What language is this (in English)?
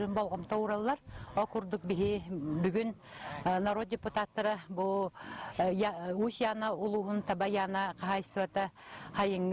Yakut